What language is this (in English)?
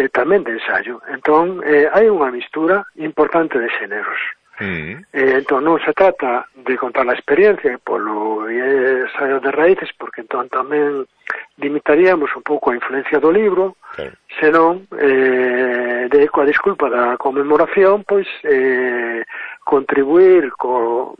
Galician